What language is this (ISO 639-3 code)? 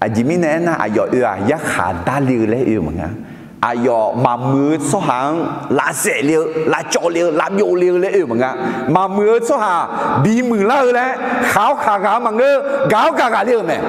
ahk